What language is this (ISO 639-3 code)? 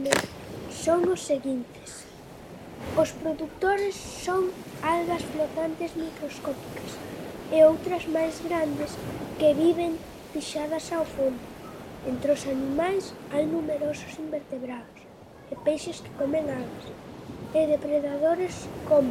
glg